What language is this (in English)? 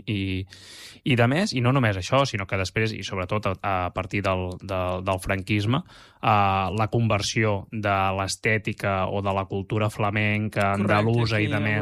Catalan